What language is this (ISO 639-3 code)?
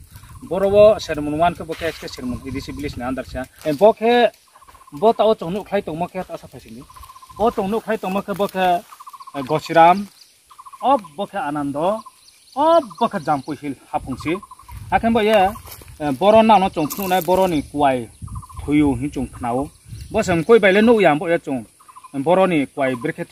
ria